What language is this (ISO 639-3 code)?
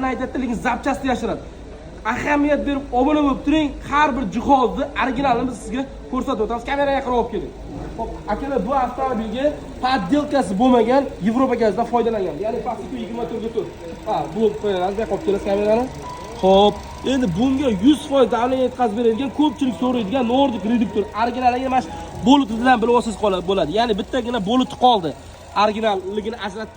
uzb